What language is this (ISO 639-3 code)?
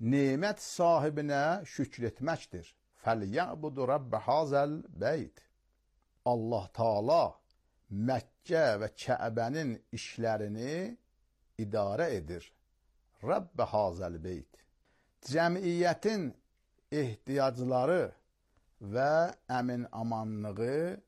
aze